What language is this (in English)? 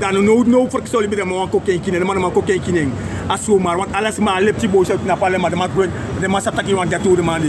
Sranan Tongo